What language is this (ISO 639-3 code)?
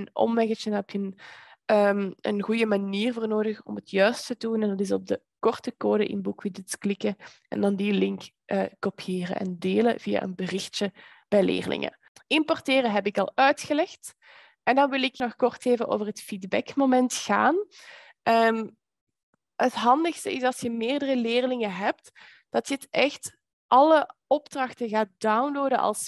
nld